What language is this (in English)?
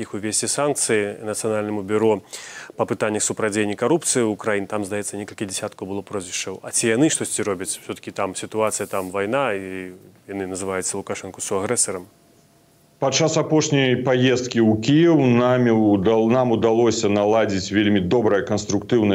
Belarusian